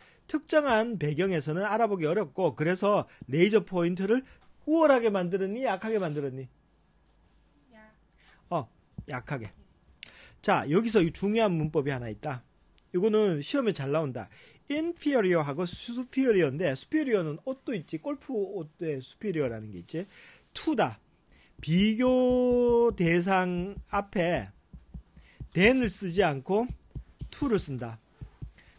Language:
Korean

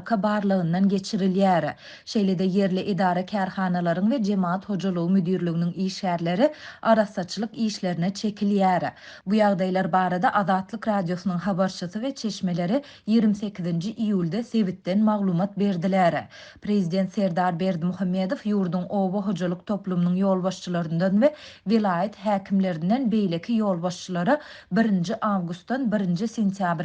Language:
Turkmen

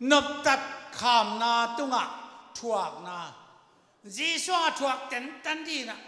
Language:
Tedim Chin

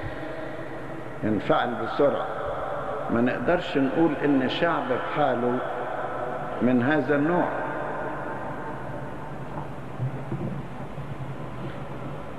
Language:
Egyptian Arabic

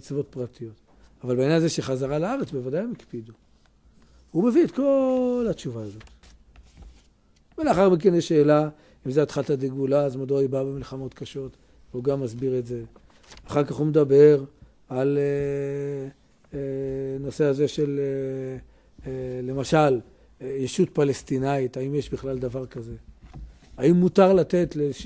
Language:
Hebrew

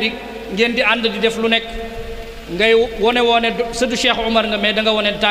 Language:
Wolof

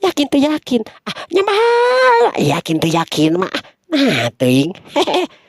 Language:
Sundanese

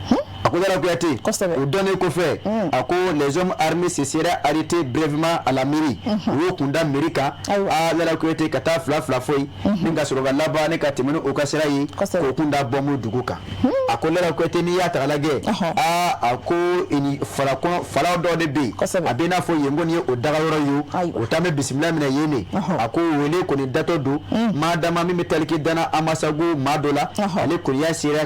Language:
Bambara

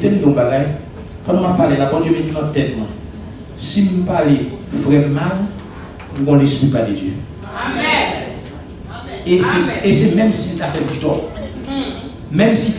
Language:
French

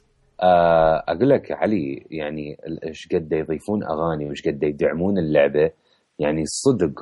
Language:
Mesopotamian Arabic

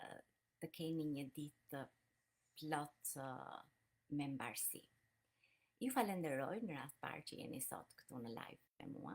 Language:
Albanian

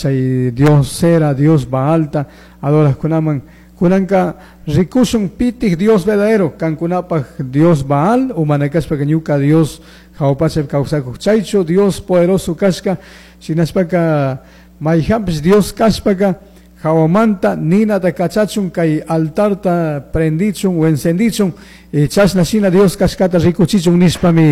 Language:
Chimborazo Highland Quichua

